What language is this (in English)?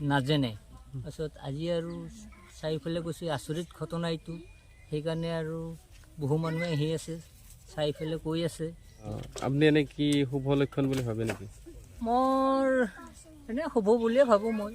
Assamese